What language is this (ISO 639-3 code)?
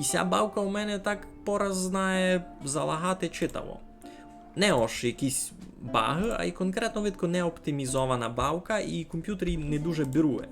rue